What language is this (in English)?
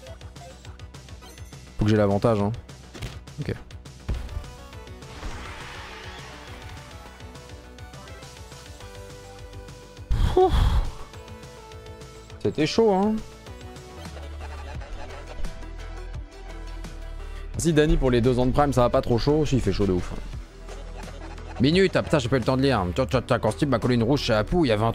French